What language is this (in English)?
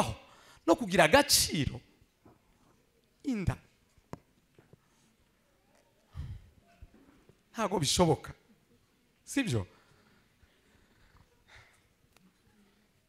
Kinyarwanda